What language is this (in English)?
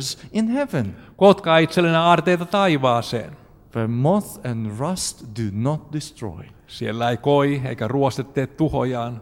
Finnish